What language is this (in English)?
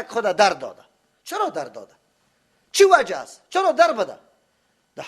Persian